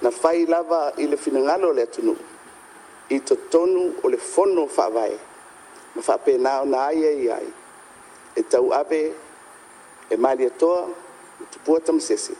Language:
Samoan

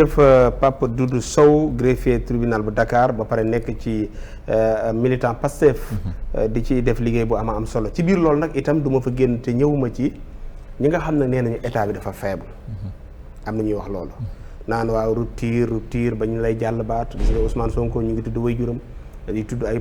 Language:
Wolof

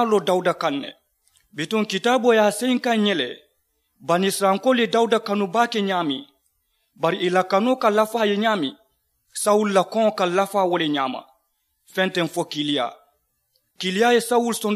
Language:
Mandingo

